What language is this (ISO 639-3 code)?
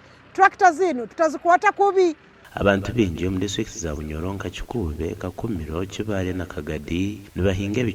nyn